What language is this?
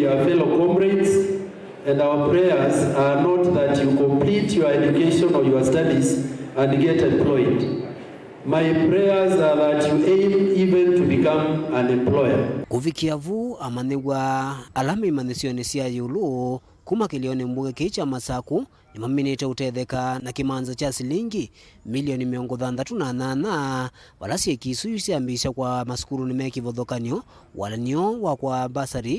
Kamba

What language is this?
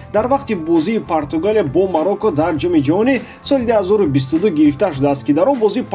Tajik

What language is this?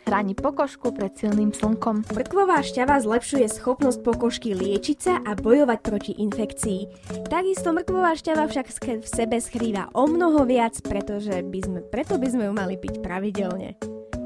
Slovak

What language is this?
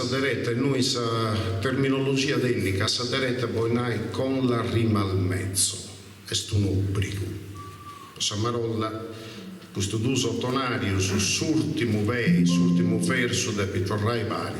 Sardinian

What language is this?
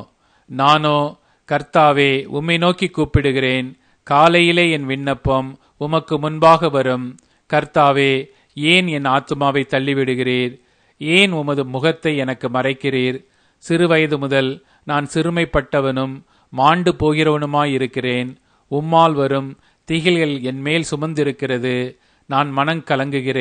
Tamil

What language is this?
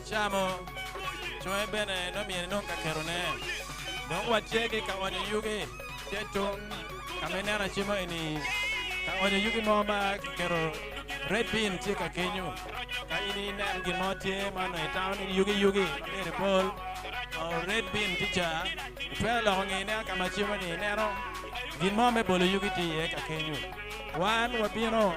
Acoli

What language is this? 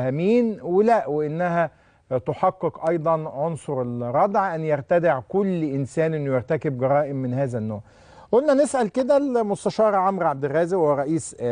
Egyptian Arabic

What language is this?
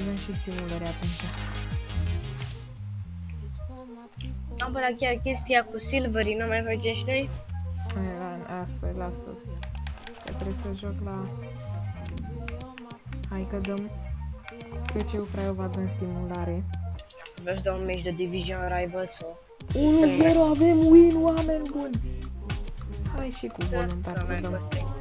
Romanian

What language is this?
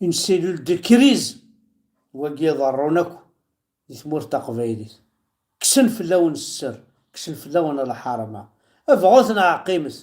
Kabyle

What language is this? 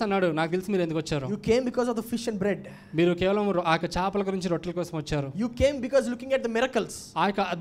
Telugu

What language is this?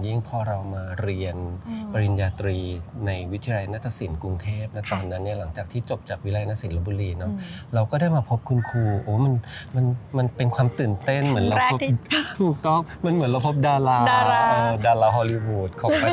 Thai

